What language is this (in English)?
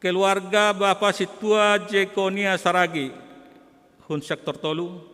Batak Simalungun